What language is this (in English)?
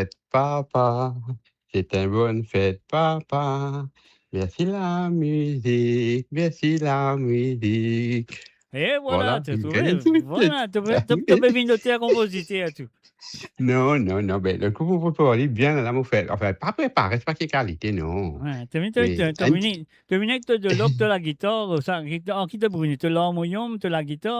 Morisyen